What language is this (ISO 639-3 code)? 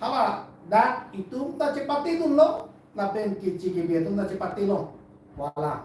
mjw